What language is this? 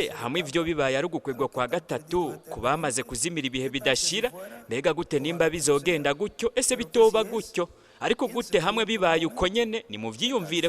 Rundi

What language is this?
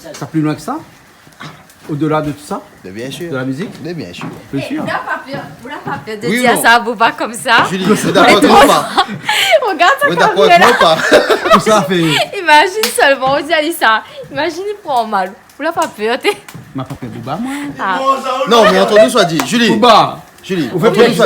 Réunion Creole French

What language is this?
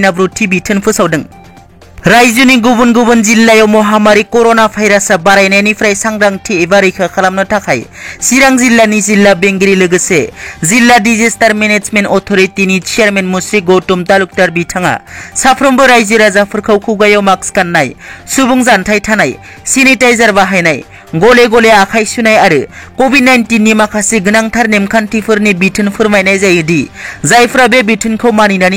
Bodo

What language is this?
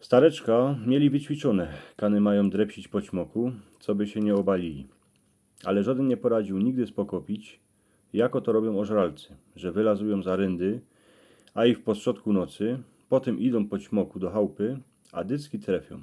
Silesian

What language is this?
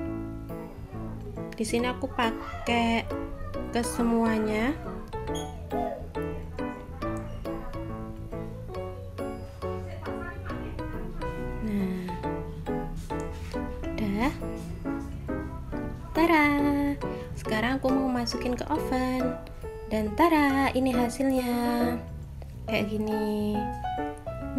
Indonesian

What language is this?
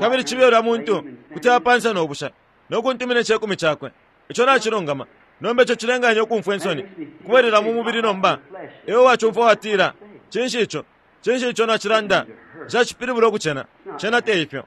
Bemba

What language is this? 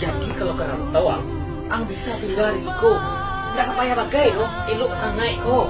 Minangkabau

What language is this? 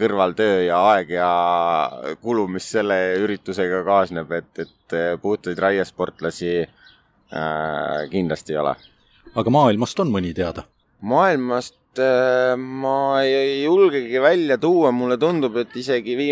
Estonian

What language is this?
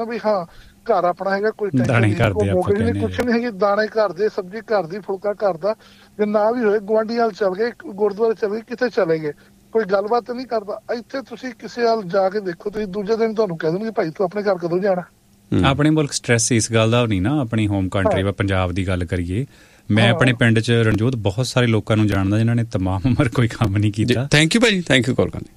Punjabi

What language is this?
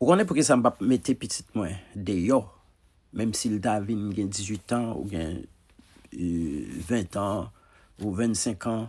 Haitian Creole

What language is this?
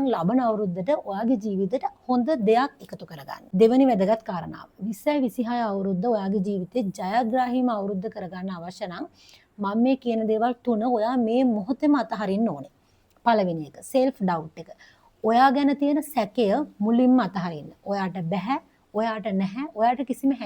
Sinhala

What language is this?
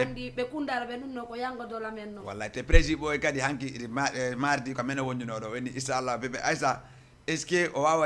Fula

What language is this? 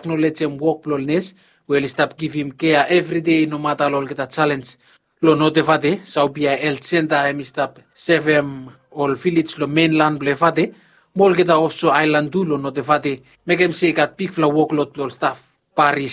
Bislama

